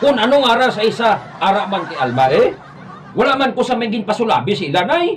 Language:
Hiligaynon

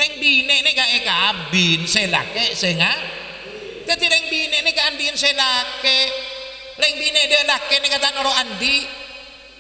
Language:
Madurese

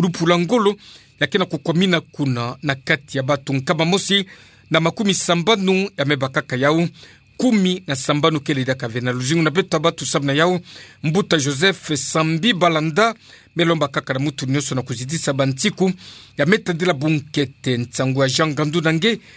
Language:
Kituba (Democratic Republic of Congo)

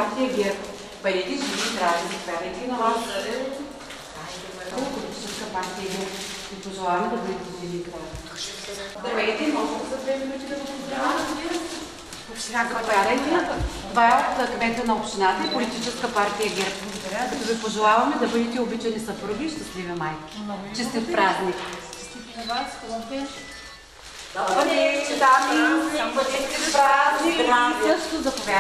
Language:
Bulgarian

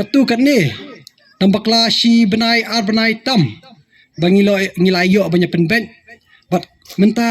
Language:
Khasi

